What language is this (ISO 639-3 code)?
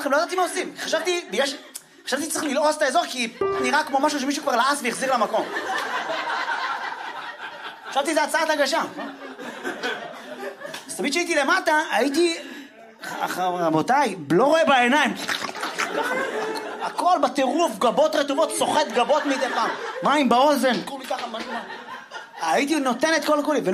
heb